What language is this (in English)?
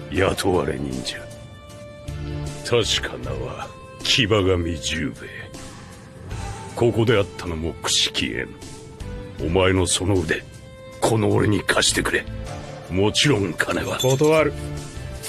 Japanese